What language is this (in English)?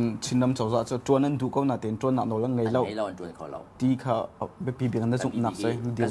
Hakha Chin